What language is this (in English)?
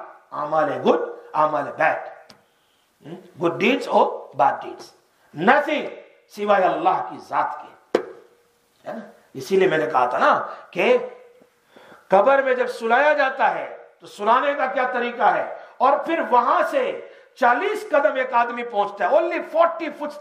Urdu